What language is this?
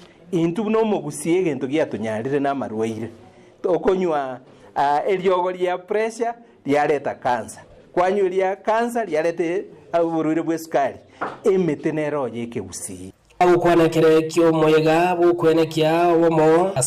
Gusii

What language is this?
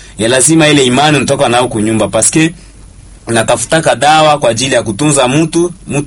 Swahili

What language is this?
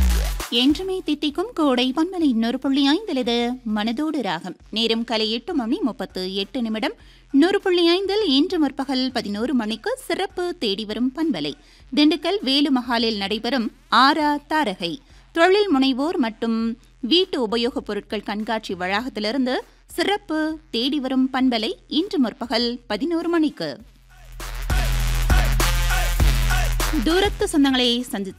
Tamil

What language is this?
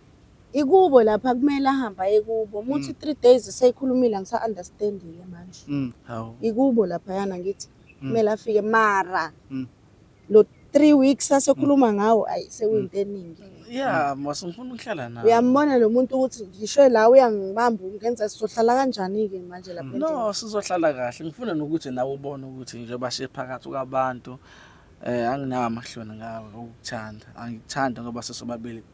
Zulu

